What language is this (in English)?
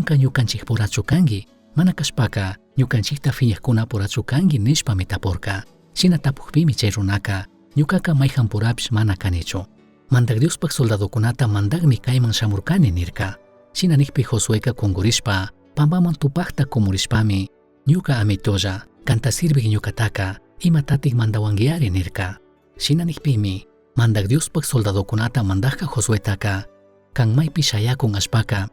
Chimborazo Highland Quichua